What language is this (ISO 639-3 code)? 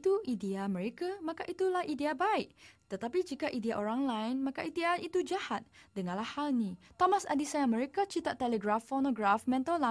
msa